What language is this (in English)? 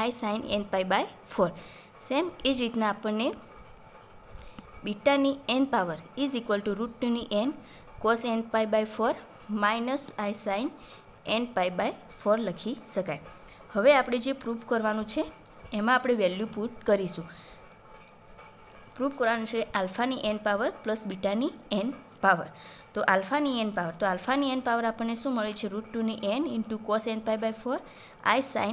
Gujarati